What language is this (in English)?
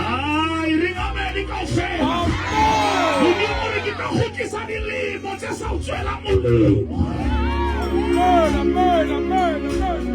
Southern Sotho